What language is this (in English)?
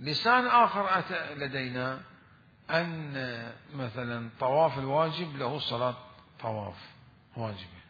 Mesopotamian Arabic